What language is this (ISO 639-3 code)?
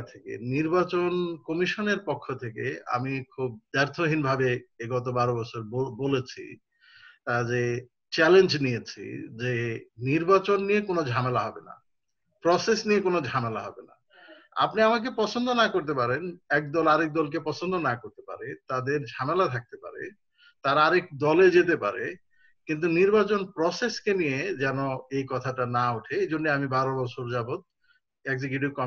ben